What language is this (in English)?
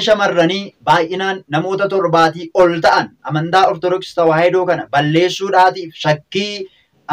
Oromo